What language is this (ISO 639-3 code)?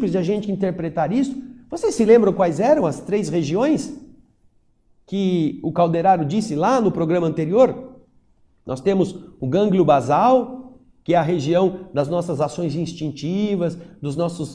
por